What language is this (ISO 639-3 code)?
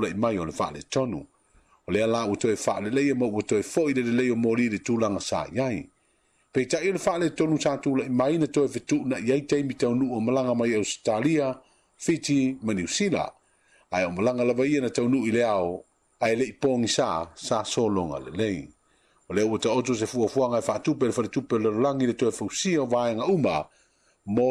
smo